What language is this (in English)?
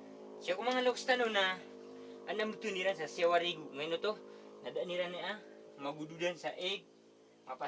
Maranao